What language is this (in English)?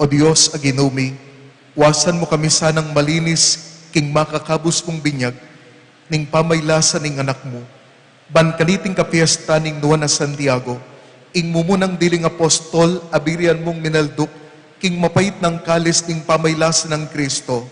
Pampanga